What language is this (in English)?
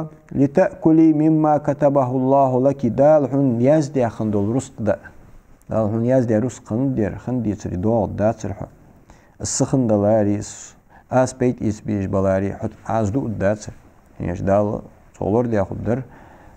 Ingush